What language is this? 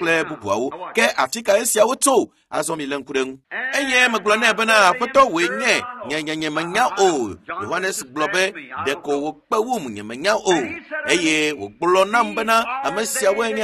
Ewe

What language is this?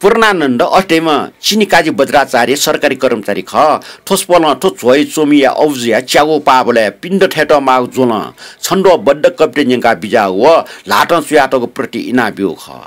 Newari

